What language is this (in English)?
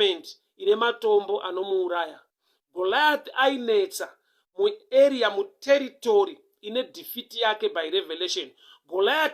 Shona